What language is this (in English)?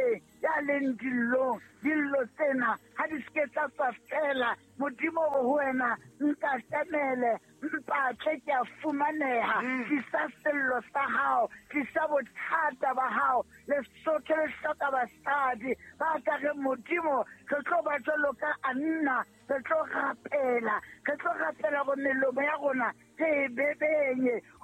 Southern Sotho